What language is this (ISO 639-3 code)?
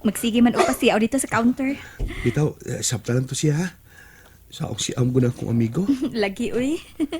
ceb